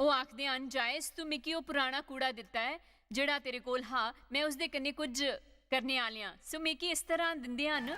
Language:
Dogri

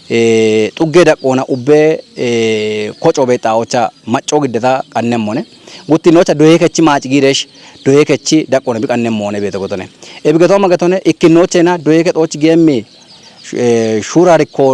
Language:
Kafa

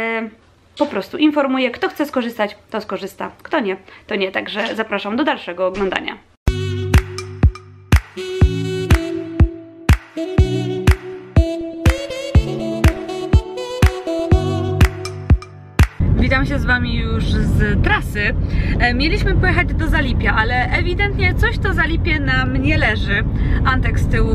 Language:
Polish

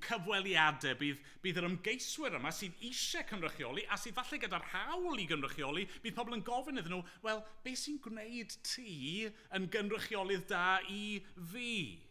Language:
Welsh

